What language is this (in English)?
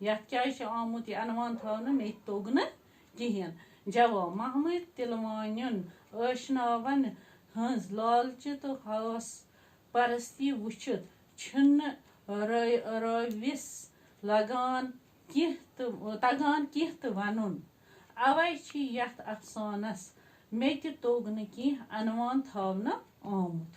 Kashmiri